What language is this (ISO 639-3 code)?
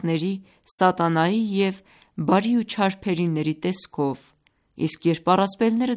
hye